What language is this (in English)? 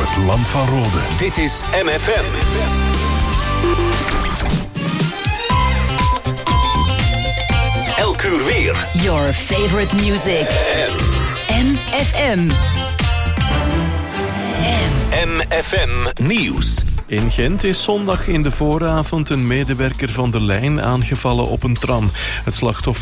Dutch